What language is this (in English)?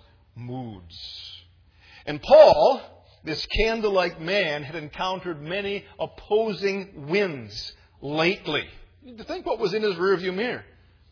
English